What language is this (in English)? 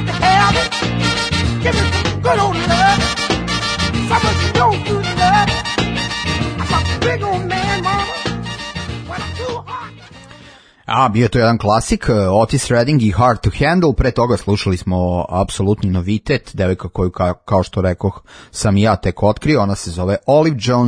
Serbian